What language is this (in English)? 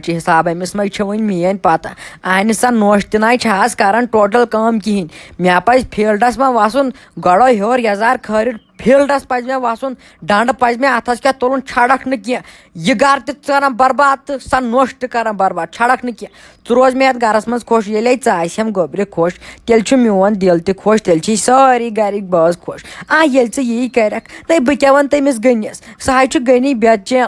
Kashmiri